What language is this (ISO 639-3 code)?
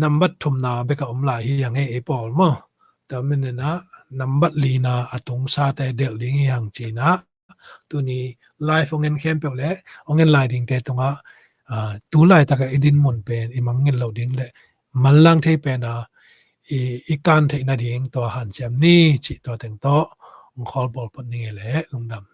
ctd